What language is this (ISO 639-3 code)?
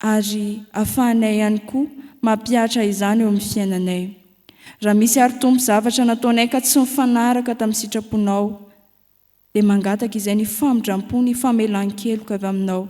mlg